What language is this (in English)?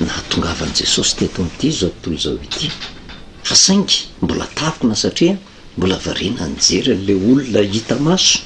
Malagasy